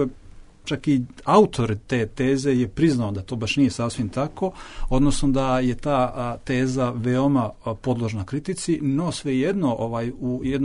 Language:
Bosnian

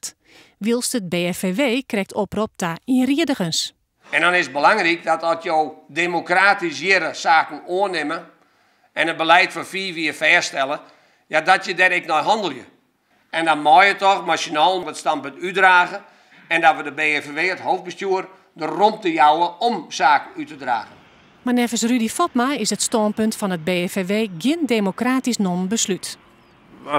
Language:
Western Frisian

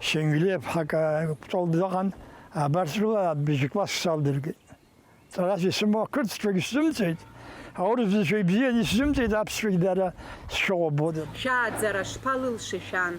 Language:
Abkhazian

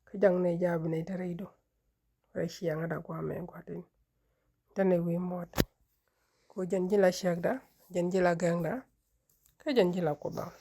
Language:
Nuer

